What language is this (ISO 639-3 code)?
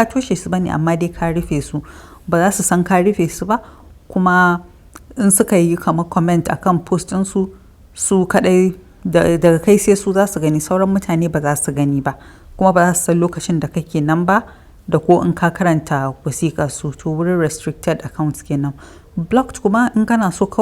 hau